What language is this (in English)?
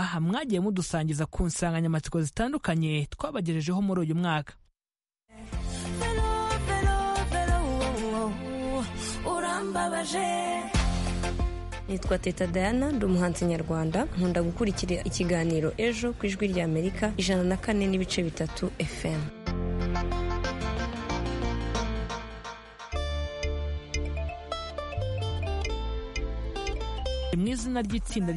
Kinyarwanda